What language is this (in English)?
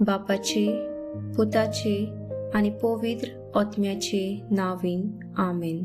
Konkani